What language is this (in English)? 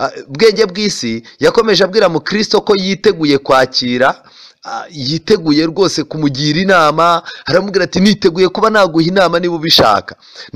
Kinyarwanda